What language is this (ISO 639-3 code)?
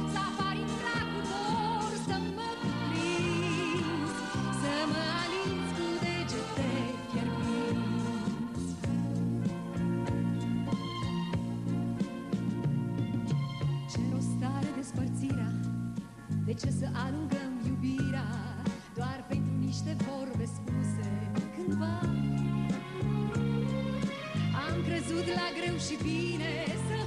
ron